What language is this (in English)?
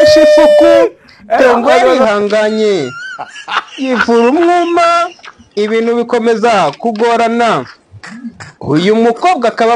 Kinyarwanda